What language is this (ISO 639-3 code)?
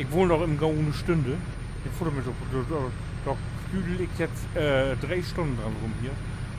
nds